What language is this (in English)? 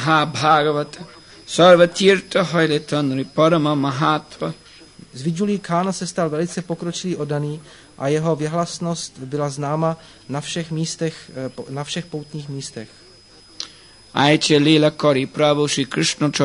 Czech